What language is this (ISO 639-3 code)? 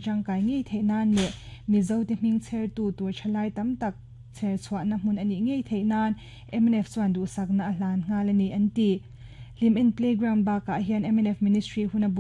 lus